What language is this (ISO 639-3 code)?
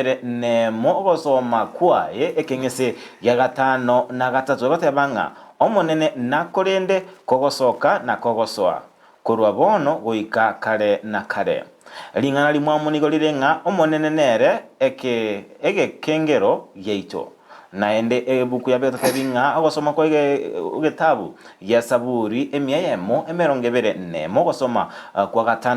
guz